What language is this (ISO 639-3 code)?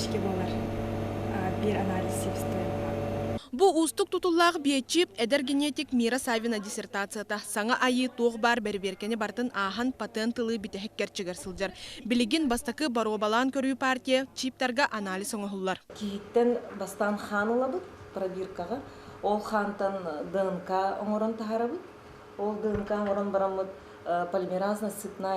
sah